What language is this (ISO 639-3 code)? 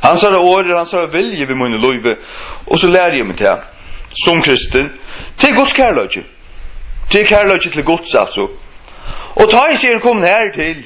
fao